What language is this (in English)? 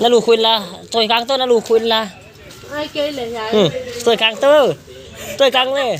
Paite Chin